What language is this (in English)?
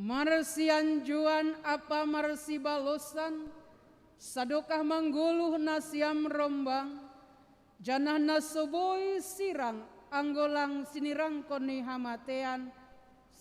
Batak Simalungun